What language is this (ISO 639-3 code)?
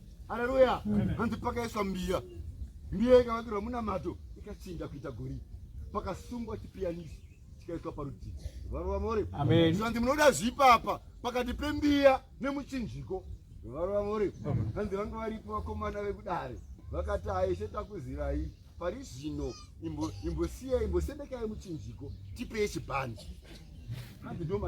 sna